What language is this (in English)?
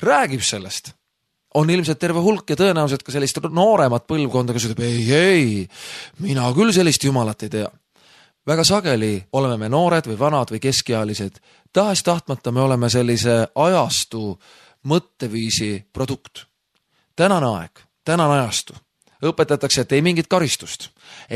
Estonian